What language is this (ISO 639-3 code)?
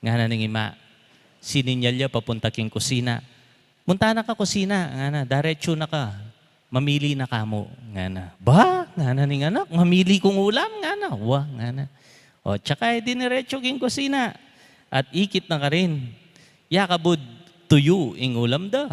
pam